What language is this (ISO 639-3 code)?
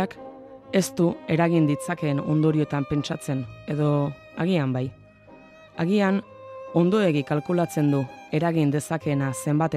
eus